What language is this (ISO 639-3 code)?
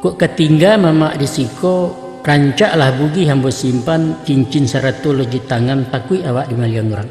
min